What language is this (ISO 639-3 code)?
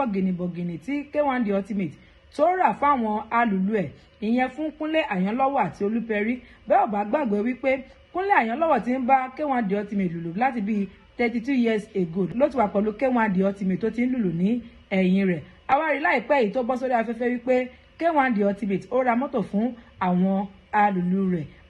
yor